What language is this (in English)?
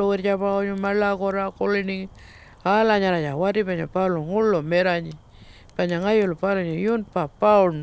Pitjantjatjara